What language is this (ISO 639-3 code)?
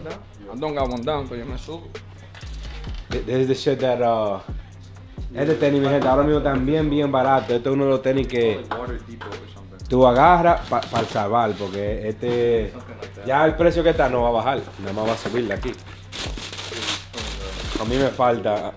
spa